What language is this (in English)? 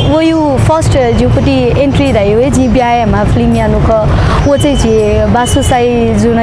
Newari